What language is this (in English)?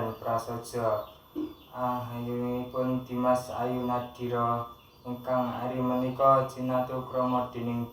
Javanese